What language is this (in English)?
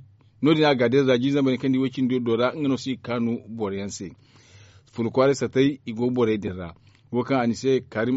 Zarma